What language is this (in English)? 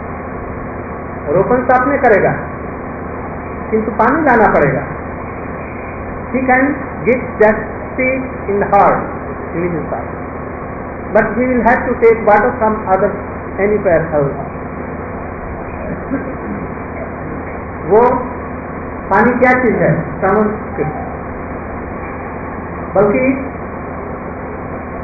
Hindi